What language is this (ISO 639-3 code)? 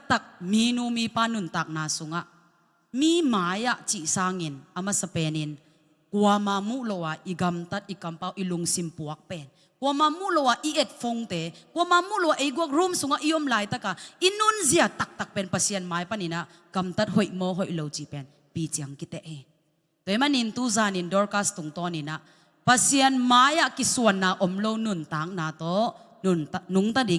ctd